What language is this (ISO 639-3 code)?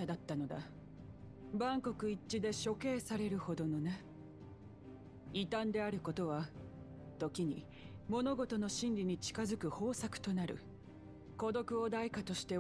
jpn